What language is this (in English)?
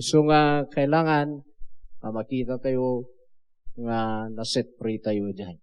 Iloko